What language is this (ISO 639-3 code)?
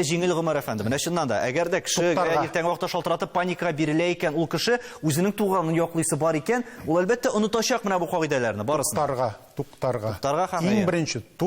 tat